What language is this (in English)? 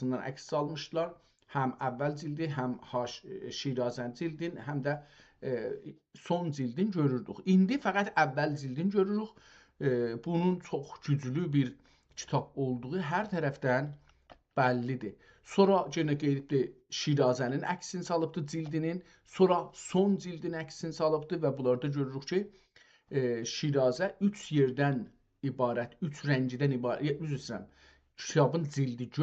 South Azerbaijani